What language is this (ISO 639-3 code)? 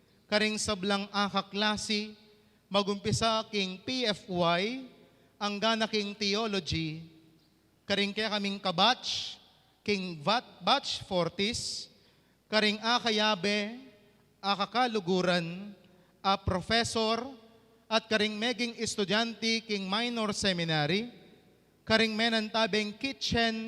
pam